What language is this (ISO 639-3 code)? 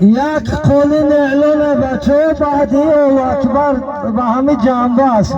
tgk